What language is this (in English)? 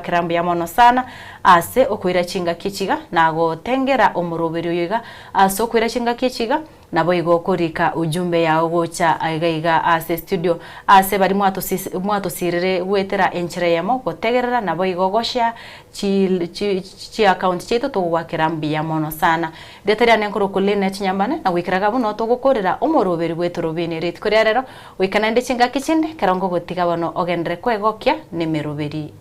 Gusii